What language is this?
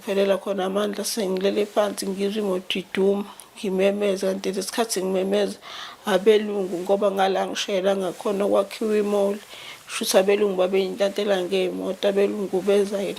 Zulu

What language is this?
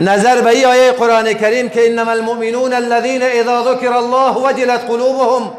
Persian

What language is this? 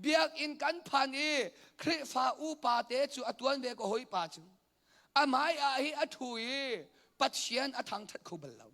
Hakha Chin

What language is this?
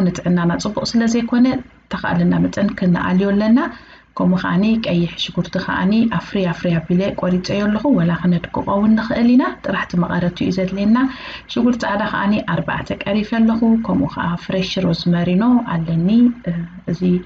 Tigrinya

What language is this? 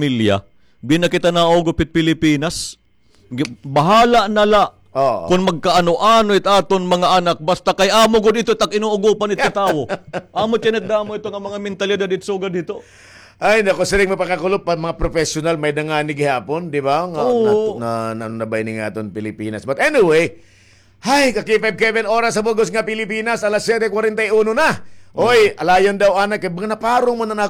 Waray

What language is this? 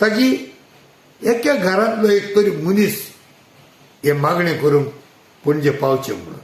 Konkani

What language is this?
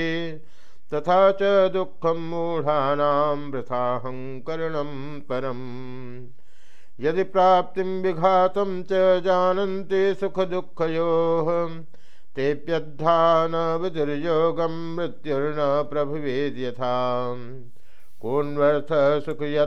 Sanskrit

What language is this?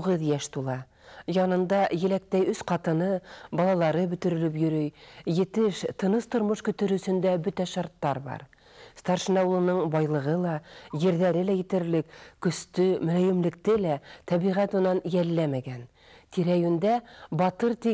Bashkir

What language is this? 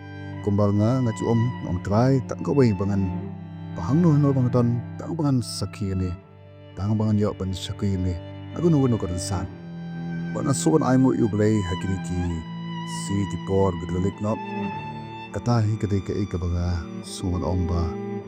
Khasi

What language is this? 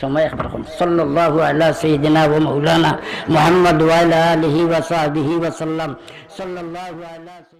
Sylheti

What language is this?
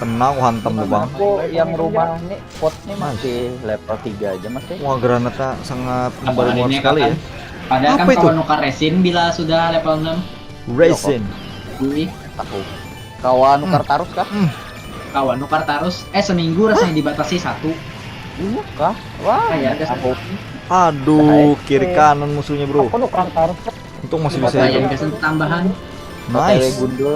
Banjar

